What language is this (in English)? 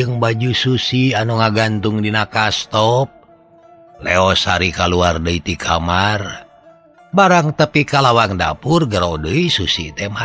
Sundanese